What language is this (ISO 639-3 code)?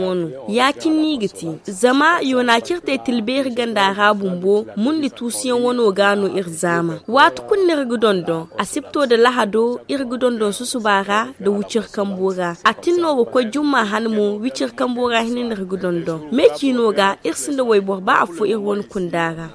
dje